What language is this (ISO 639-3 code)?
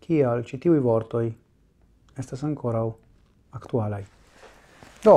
epo